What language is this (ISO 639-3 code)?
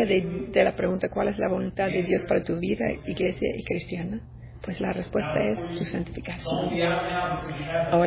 spa